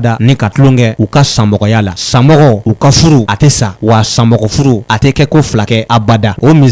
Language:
Bambara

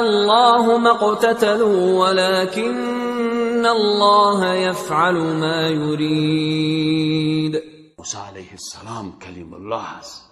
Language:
Persian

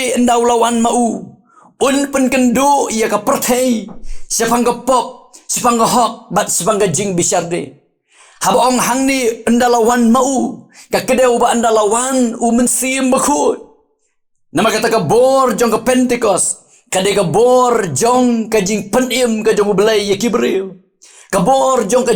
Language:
Khasi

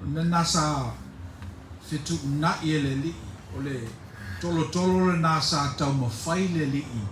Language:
Samoan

